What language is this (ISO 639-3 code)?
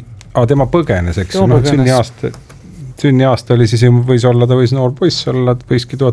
est